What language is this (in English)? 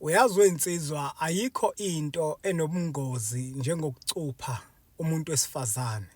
Zulu